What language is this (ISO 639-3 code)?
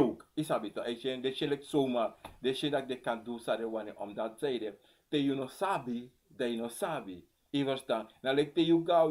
srn